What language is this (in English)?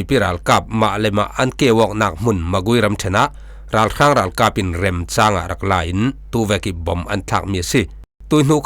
Falam Chin